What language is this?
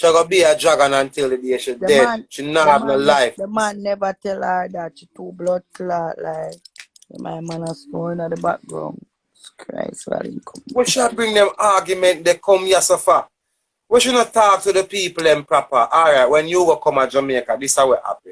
Jamaican Creole English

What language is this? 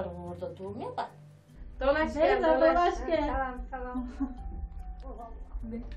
Turkish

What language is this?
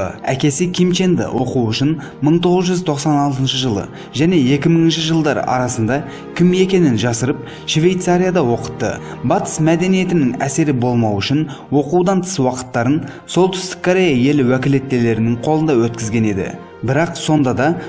Kazakh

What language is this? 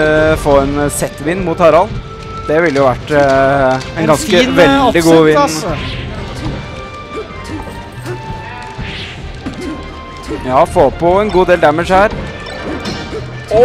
Norwegian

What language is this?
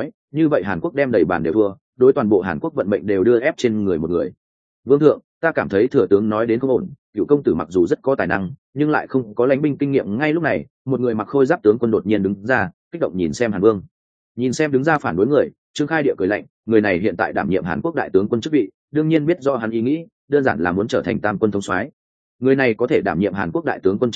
Vietnamese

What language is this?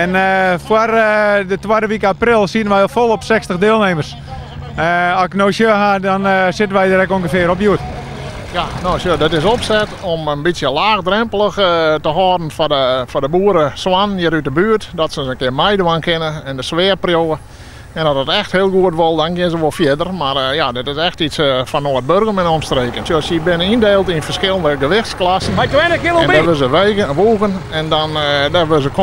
Western Frisian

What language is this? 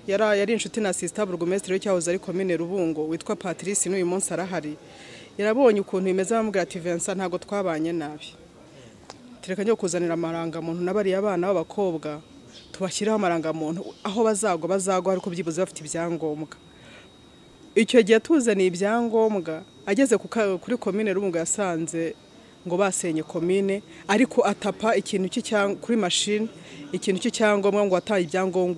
Kinyarwanda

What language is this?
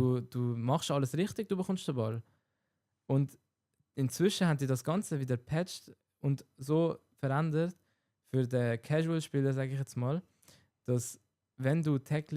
Swiss German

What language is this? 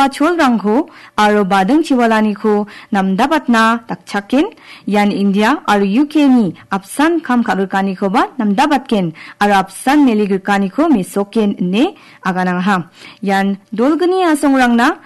Garo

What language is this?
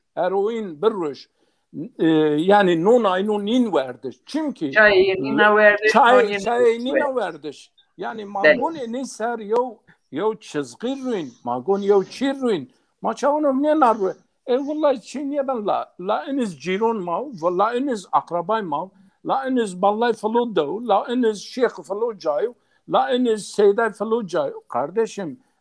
Zaza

